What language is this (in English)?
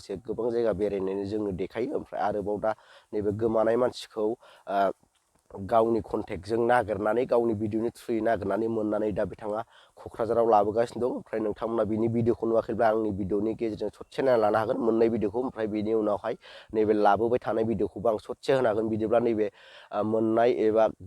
Bodo